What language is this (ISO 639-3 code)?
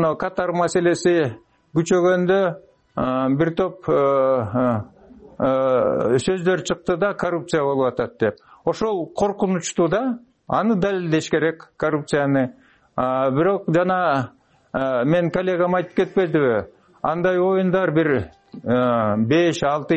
kir